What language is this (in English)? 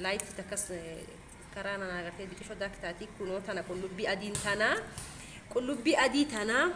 Oromo